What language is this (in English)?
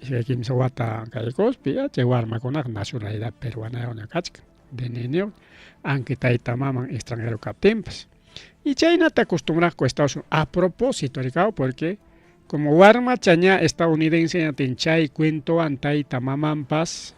Ayacucho Quechua